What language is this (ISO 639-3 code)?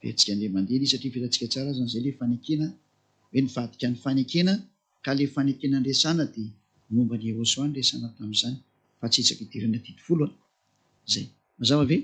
mlg